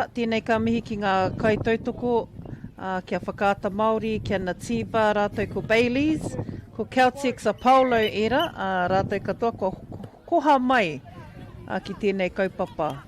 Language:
Māori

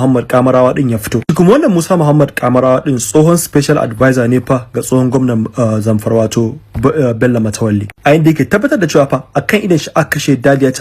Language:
Hausa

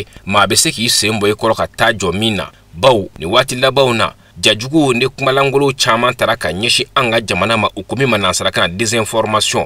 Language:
Bambara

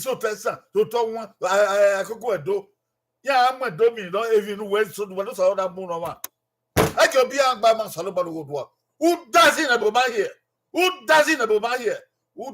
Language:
Bini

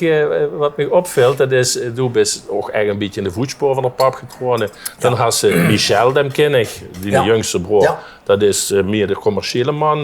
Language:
Limburgish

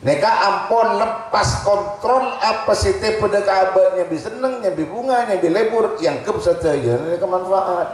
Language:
Madurese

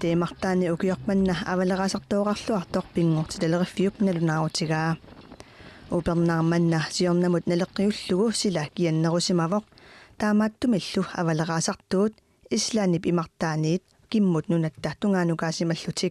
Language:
Kalaallisut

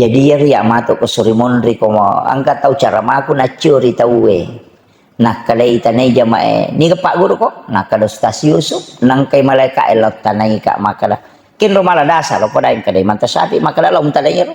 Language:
Buginese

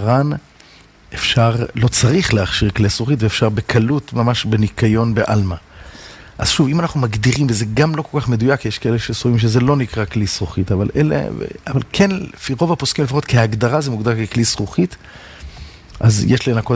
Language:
Hebrew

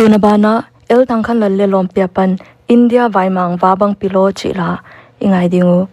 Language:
Paite Chin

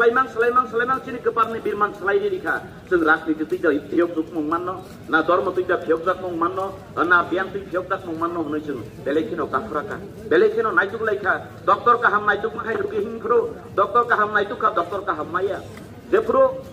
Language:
Kok Borok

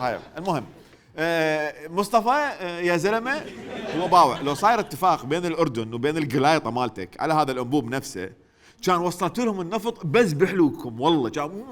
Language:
Mesopotamian Arabic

